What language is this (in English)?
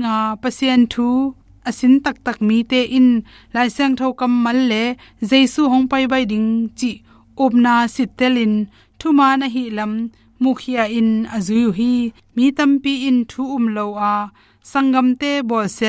Tedim Chin